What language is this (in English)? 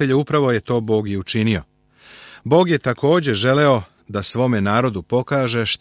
Serbian